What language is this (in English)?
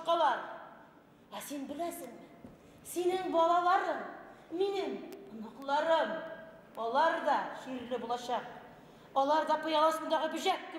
Bashkir